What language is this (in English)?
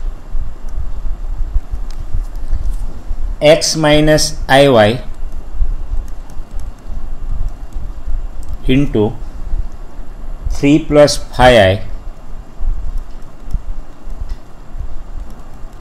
Gujarati